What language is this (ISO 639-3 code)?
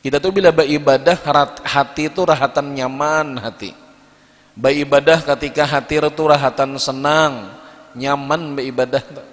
bjn